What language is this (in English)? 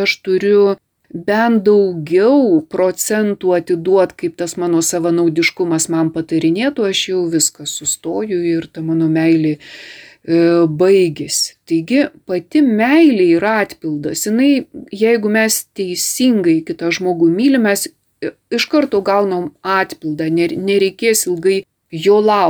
Lithuanian